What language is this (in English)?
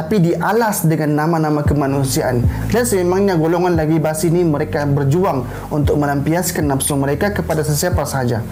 Malay